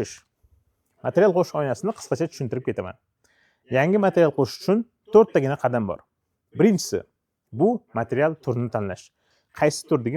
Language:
Uzbek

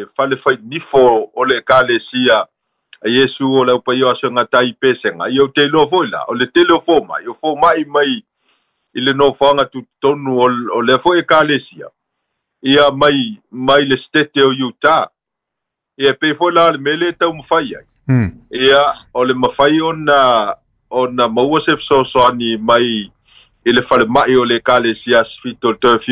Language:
Samoan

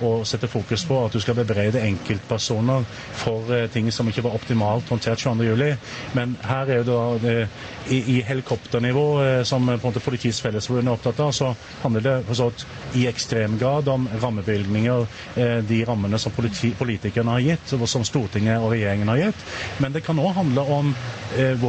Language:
Norwegian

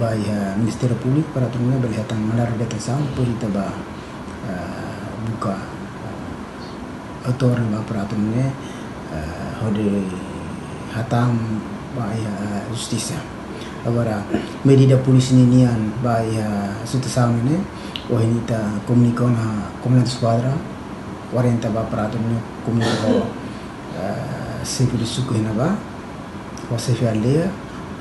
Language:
Tetum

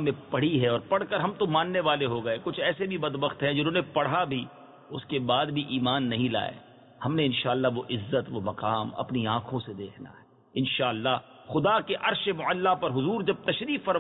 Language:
Urdu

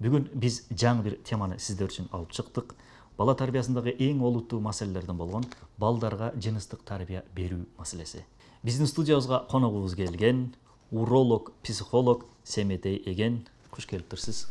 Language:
Kyrgyz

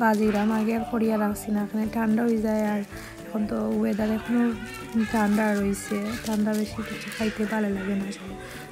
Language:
Sylheti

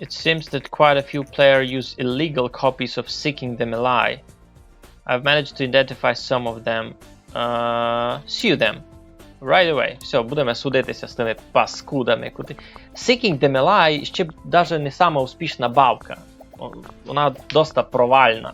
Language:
Rusyn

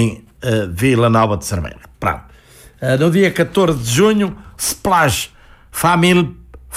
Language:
Portuguese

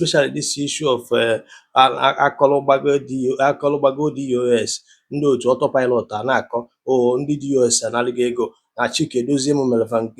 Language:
Igbo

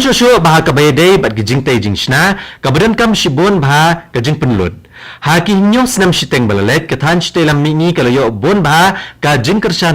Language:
Khasi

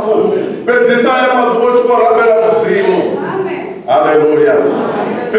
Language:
Venda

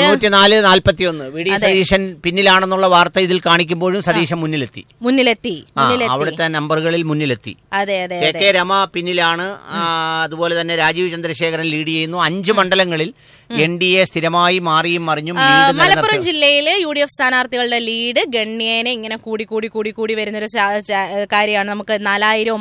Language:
Malayalam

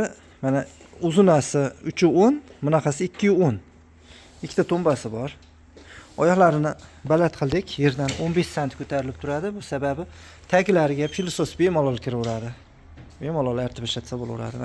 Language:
Uzbek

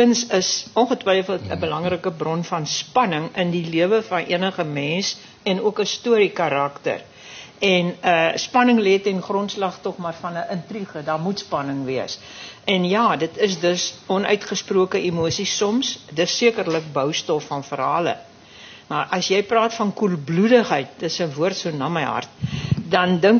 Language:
Afrikaans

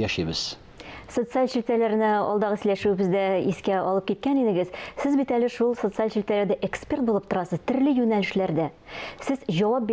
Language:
Tatar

